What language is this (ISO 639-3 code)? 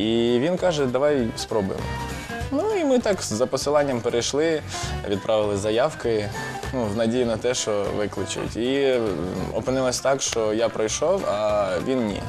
ukr